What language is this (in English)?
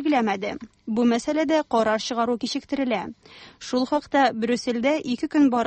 Tatar